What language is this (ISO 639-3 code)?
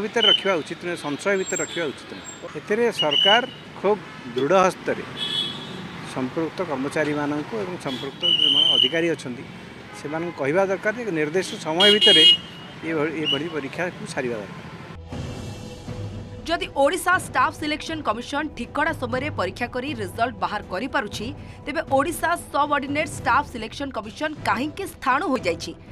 ori